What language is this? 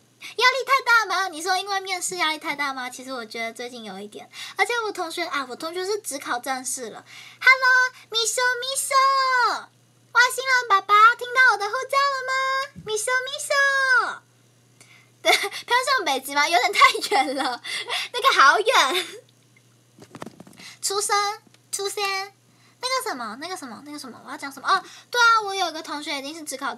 Chinese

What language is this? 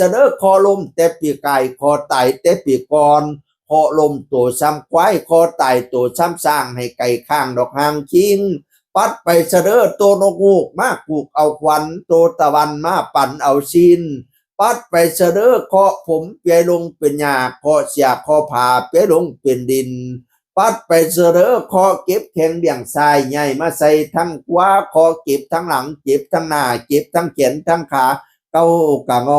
Northeastern Thai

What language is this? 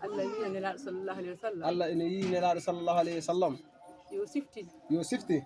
Fula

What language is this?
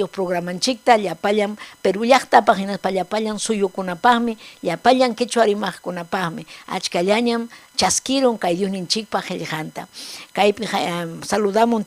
Ayacucho Quechua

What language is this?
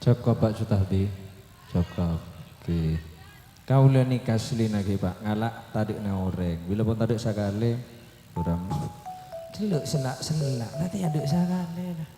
Madurese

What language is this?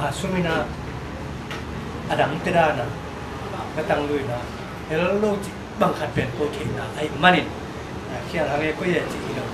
Tedim Chin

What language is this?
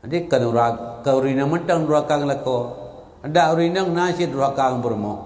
Achinese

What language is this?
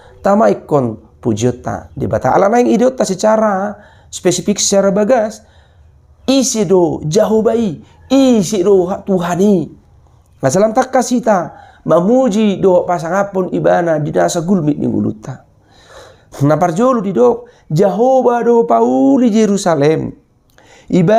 Batak Toba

